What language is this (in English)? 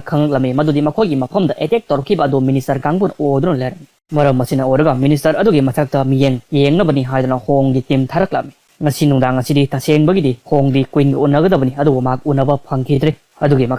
Manipuri